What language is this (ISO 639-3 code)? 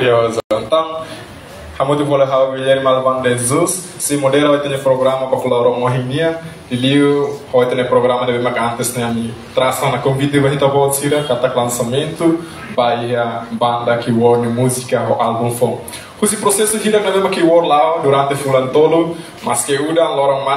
tet